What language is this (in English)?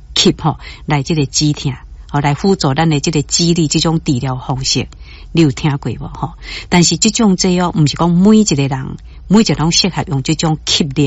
Min Nan Chinese